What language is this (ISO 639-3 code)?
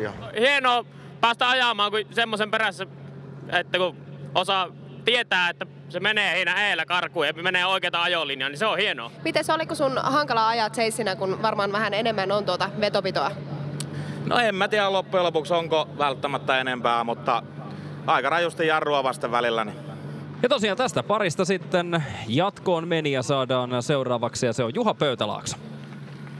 fin